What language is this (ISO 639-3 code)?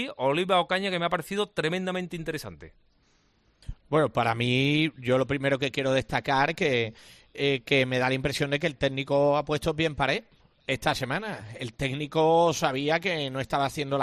spa